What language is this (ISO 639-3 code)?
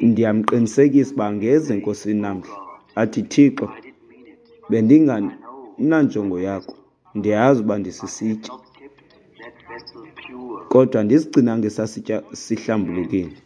xho